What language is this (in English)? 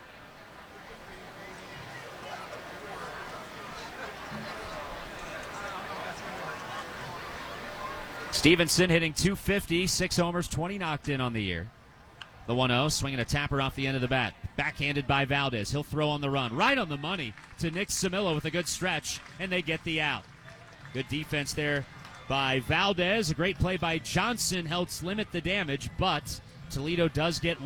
English